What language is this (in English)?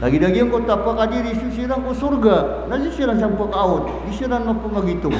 Maranao